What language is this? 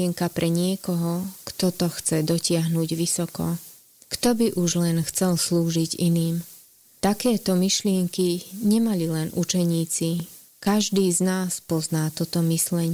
Slovak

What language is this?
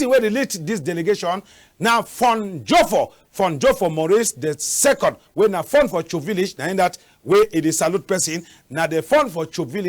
Cameroon Pidgin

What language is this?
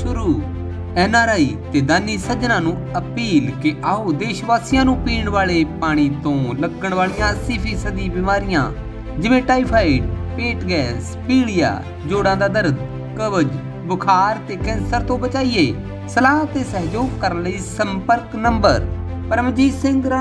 Punjabi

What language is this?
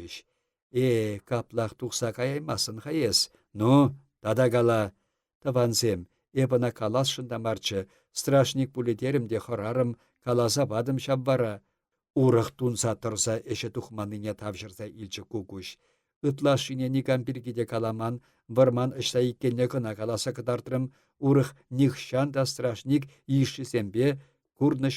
Chuvash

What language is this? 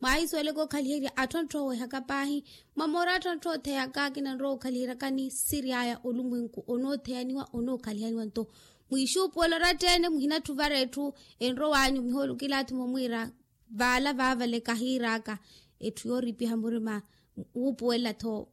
Makhuwa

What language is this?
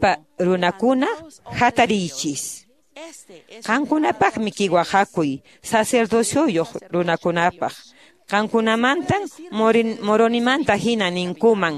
Quechua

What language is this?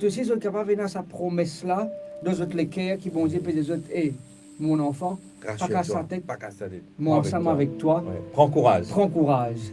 Morisyen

